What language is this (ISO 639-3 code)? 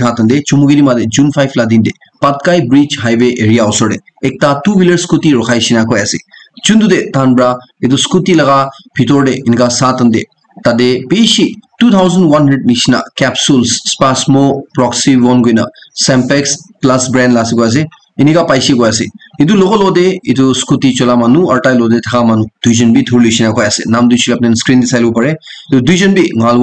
nag